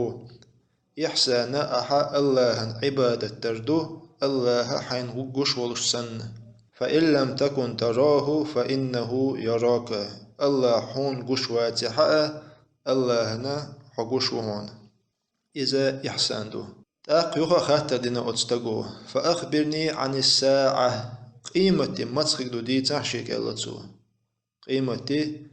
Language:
Chechen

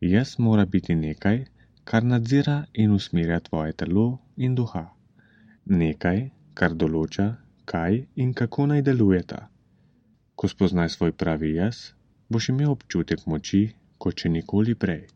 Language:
Slovenian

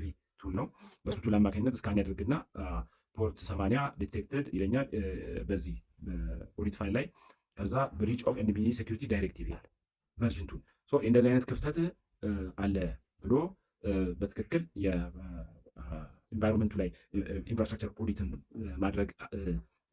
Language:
Amharic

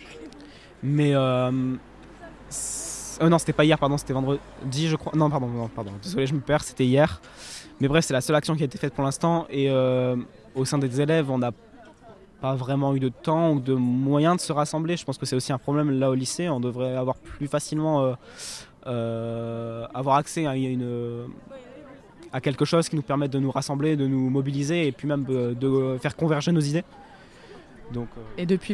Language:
French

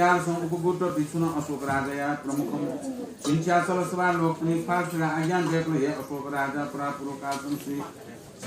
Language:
Newari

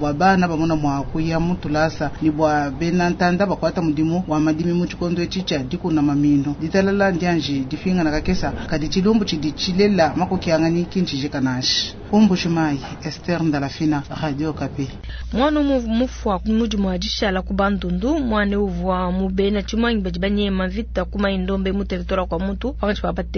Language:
Luba-Lulua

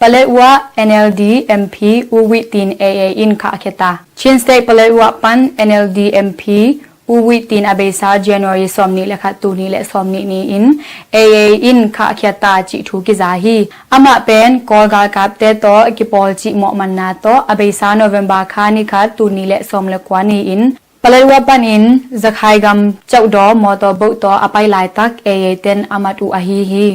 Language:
Tedim Chin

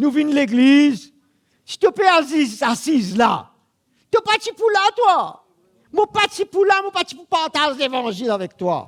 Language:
Morisyen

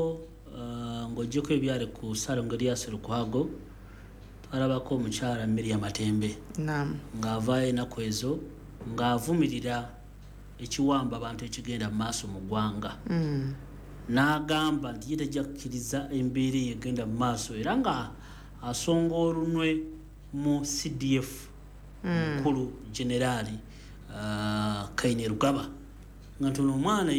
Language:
Ganda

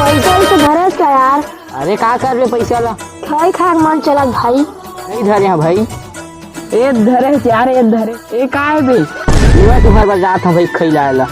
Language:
Chhattisgarhi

